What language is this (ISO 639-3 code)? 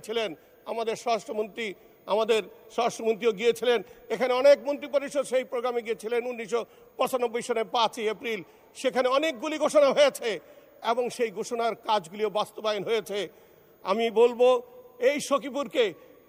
ben